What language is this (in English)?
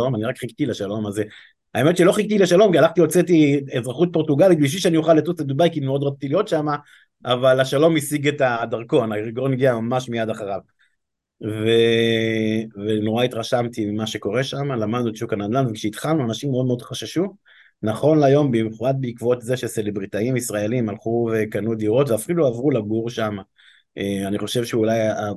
Hebrew